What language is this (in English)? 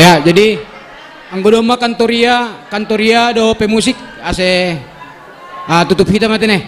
Batak Simalungun